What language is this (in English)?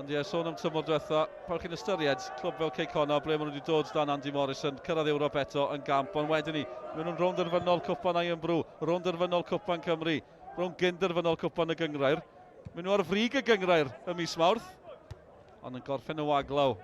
Welsh